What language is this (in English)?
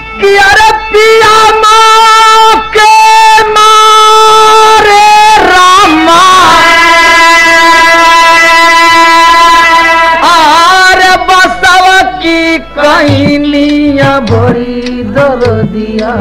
Bhojpuri